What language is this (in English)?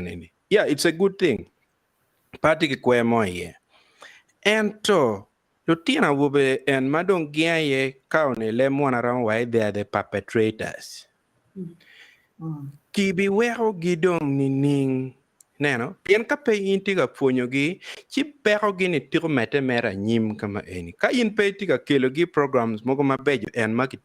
Acoli